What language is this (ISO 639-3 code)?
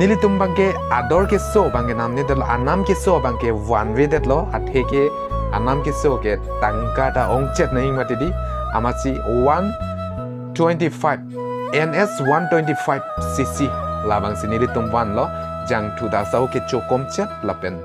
mjw